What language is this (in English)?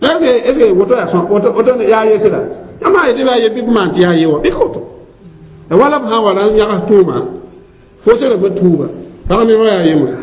Mossi